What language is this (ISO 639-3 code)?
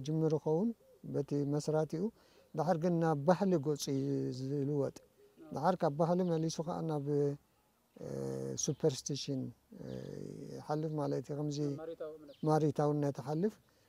tir